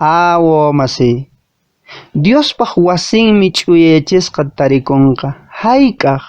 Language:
Quechua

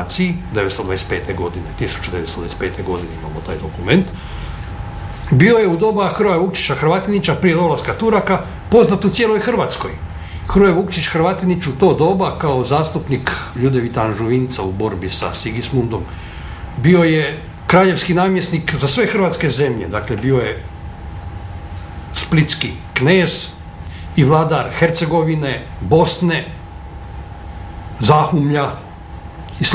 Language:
Croatian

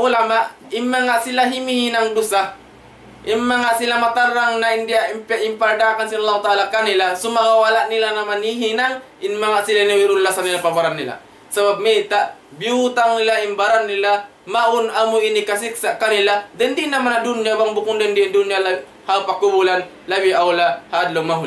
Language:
Tausug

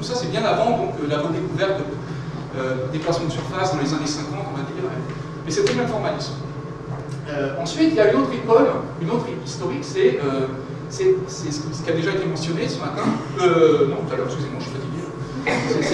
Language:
French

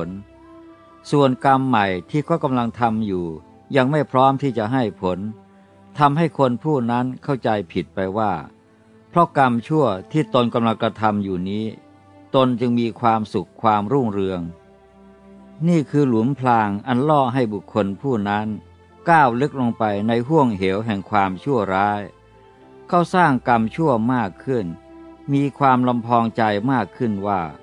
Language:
Thai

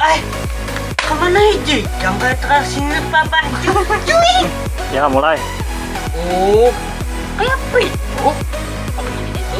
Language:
Banjar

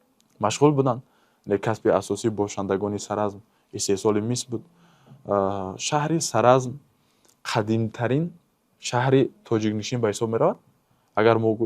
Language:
Tajik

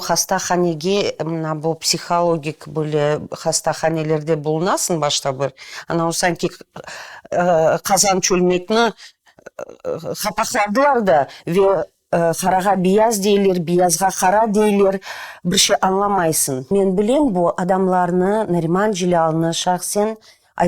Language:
Crimean Tatar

